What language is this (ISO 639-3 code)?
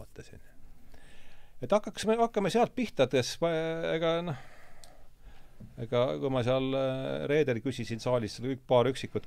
est